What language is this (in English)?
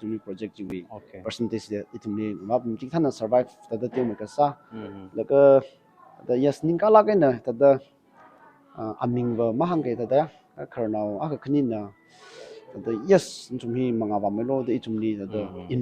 Tangkhul Naga (India)